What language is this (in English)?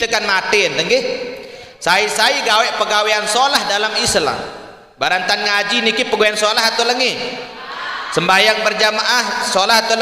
Sasak